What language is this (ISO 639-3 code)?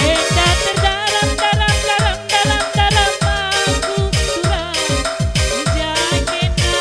btx